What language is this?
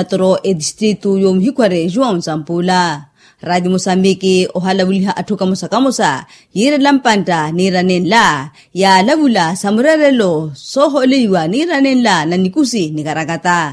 Makhuwa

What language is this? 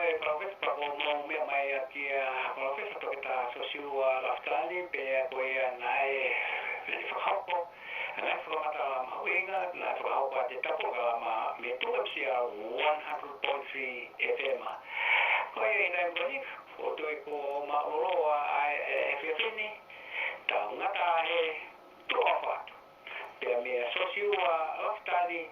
Tongan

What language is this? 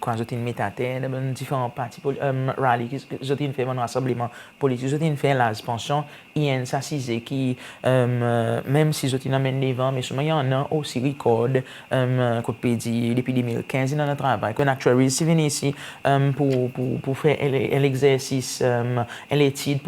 Seselwa Creole French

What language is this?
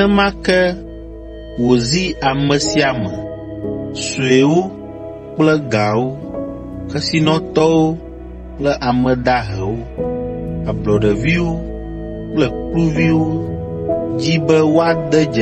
Ewe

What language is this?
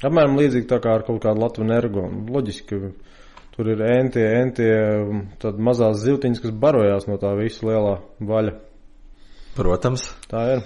Latvian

